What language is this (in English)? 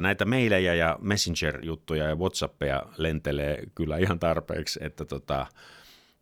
Finnish